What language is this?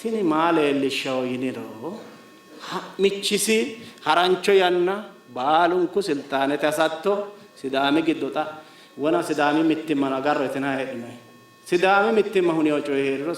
Sidamo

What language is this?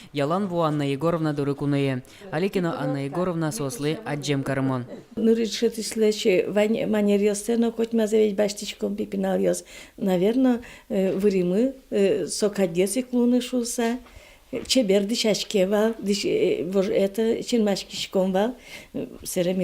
Udmurt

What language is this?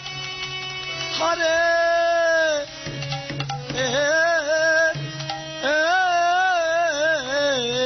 Italian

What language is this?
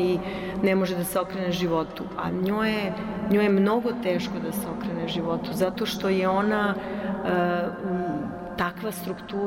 Serbian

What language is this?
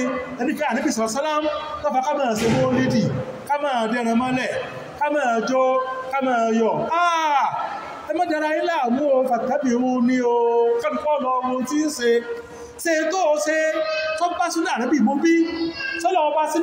Yoruba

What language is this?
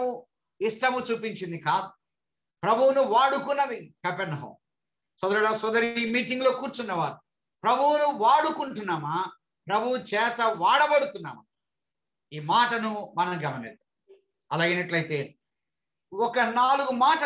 Telugu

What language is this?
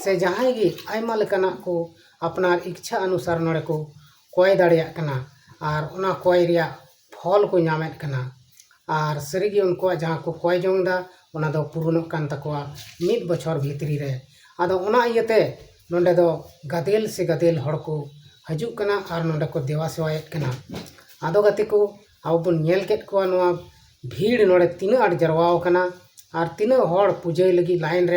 Santali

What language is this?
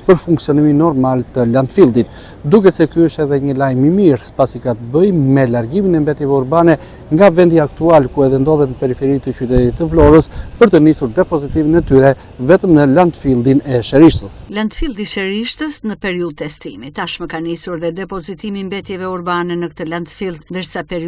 Albanian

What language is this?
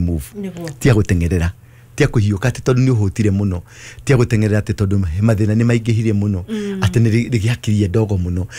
Kikuyu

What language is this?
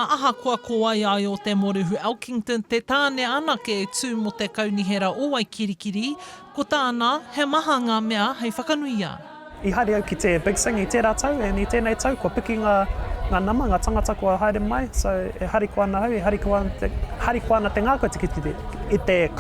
Māori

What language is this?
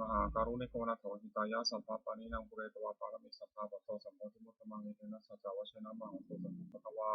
Pali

